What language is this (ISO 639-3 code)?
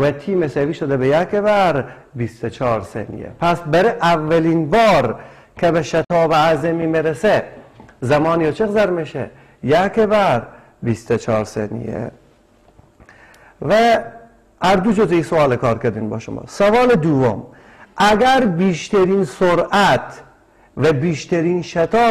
fas